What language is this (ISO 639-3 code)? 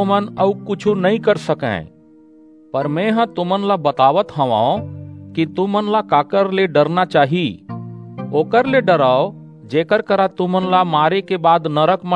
hne